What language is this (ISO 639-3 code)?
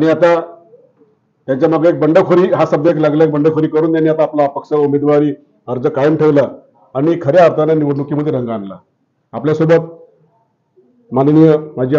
mar